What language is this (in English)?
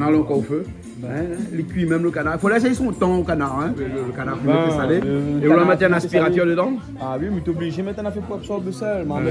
Réunion Creole French